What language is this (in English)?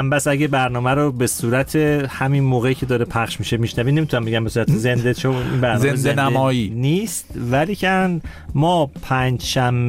Persian